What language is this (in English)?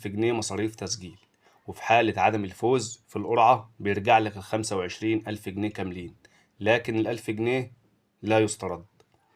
Egyptian Arabic